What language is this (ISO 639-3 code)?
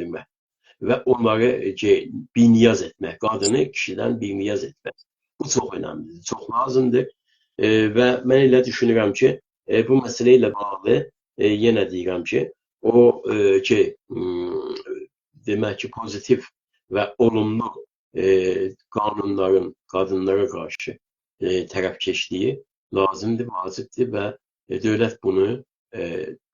azb